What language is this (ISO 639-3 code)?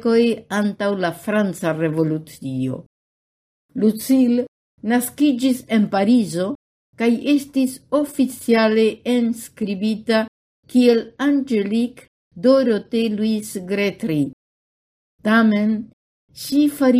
epo